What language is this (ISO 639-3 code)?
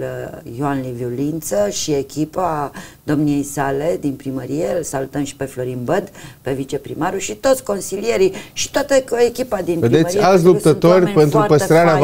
ron